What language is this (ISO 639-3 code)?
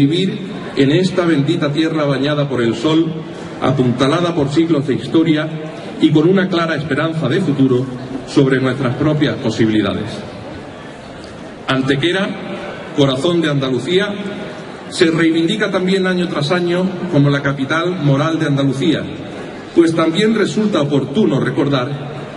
spa